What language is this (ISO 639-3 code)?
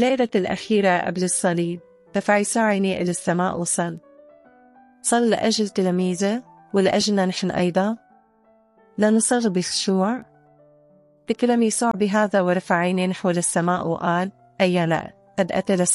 ara